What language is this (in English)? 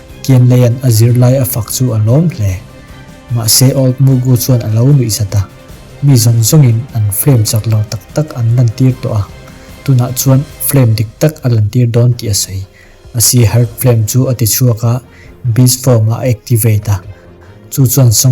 Mizo